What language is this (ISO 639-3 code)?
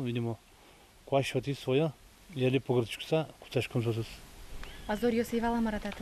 udm